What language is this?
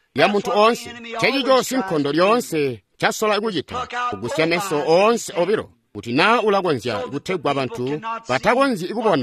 Tonga (Zambia)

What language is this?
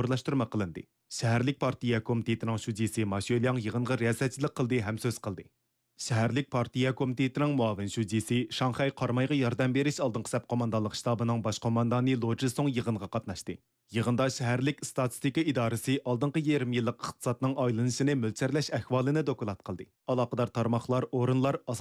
Uyghur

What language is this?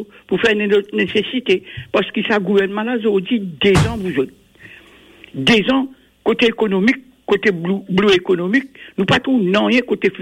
Morisyen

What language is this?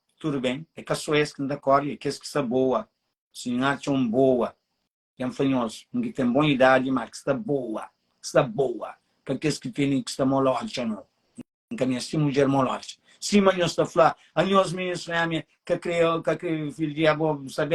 Kabuverdianu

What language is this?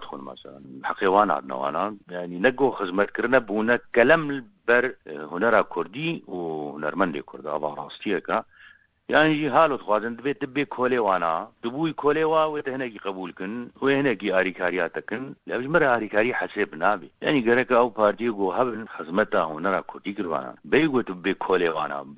Kurdish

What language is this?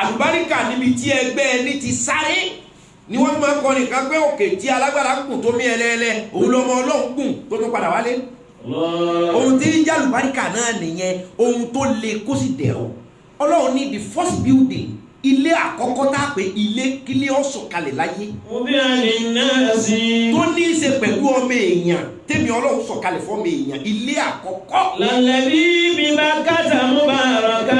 Yoruba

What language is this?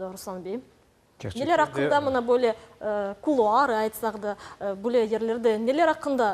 Crimean Tatar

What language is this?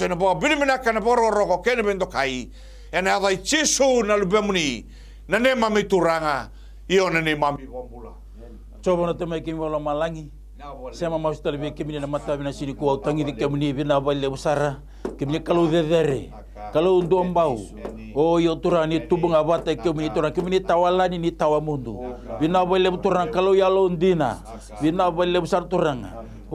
Fijian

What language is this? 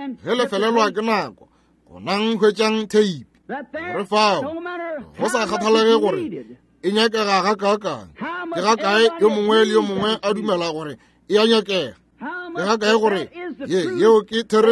Northern Sotho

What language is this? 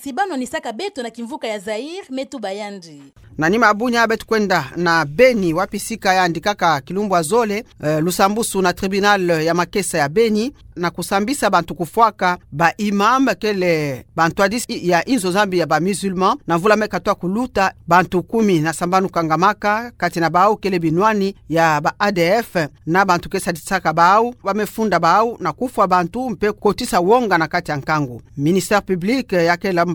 Kituba (Democratic Republic of Congo)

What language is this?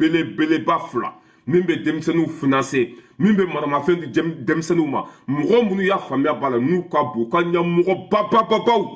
Bambara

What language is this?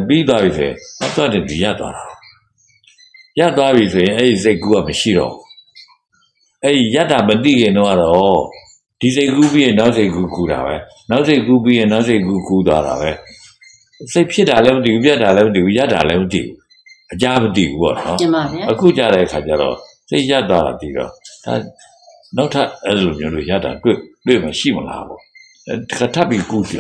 Burmese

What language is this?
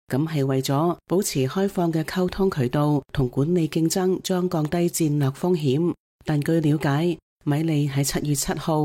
Cantonese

